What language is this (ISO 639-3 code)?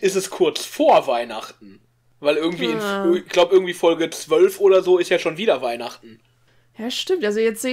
deu